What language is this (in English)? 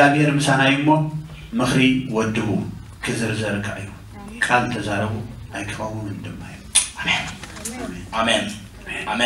Tigrinya